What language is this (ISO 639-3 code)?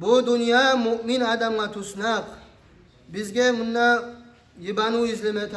kum